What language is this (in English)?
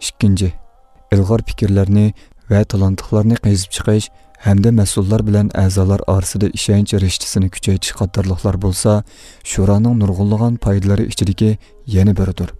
Uyghur